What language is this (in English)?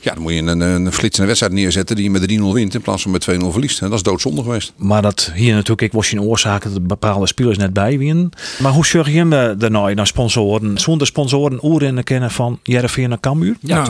Western Frisian